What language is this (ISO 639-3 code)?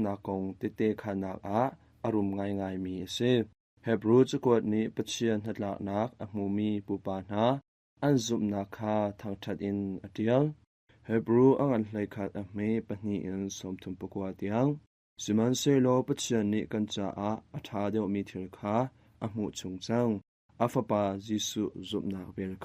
cnh